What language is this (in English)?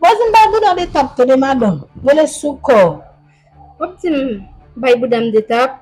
Haitian Creole